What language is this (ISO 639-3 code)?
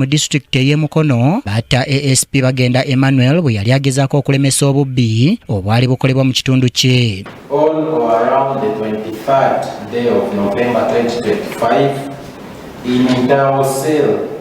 lug